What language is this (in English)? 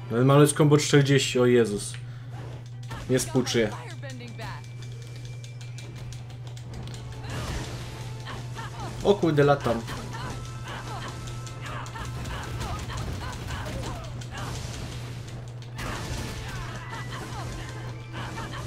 Polish